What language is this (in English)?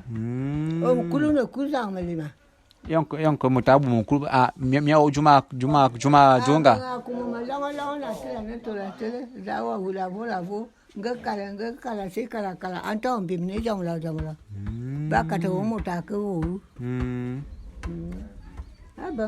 Bulu